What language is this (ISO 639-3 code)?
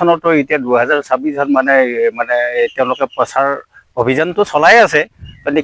asm